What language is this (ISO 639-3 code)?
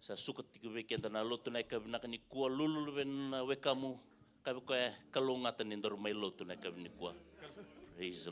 fij